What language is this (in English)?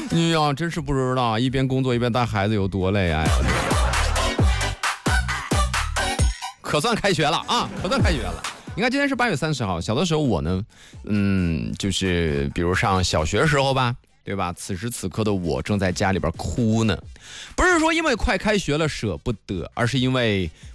Chinese